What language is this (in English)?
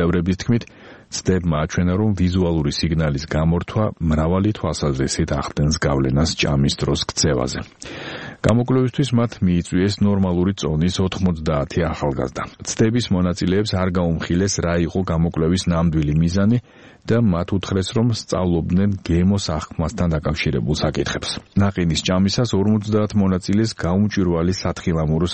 Georgian